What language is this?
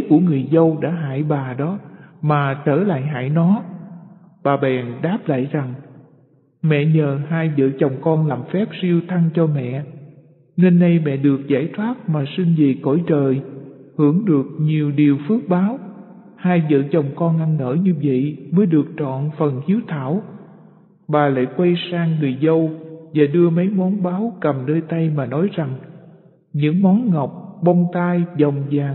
Vietnamese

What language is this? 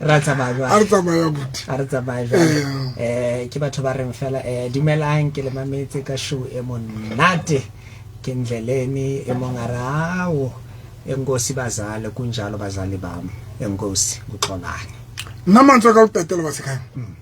Southern Sotho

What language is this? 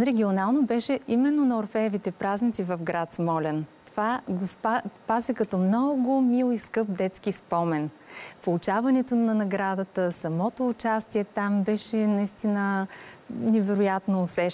Bulgarian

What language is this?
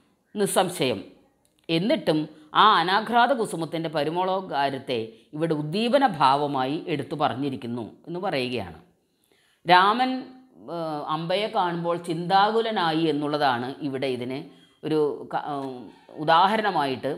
Malayalam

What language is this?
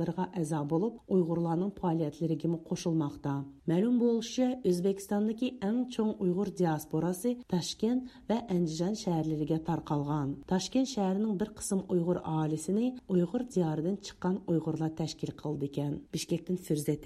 Uyghur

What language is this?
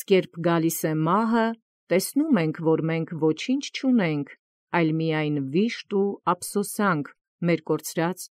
Armenian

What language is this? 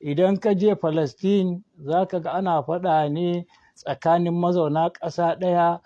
Hausa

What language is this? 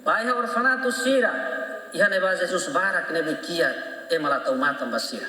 Tetum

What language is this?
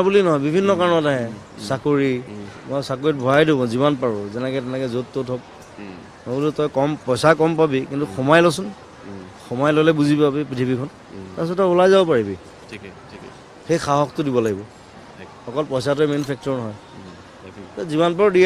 Assamese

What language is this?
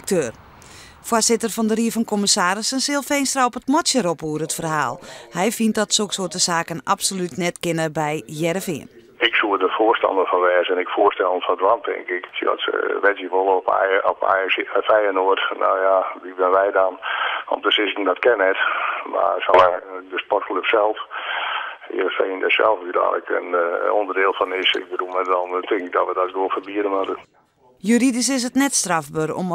Western Frisian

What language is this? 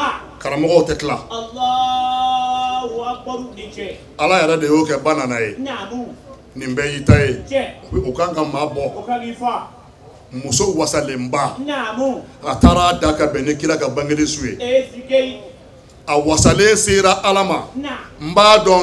Bambara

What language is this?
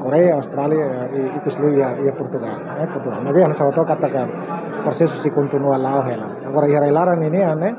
Tetum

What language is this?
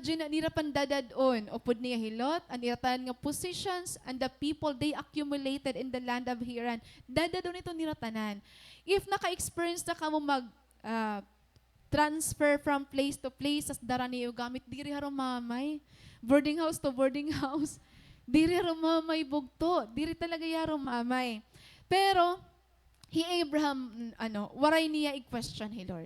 Waray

